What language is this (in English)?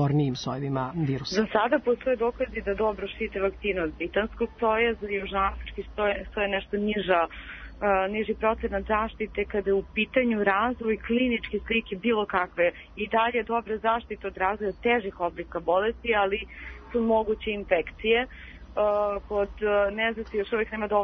Serbian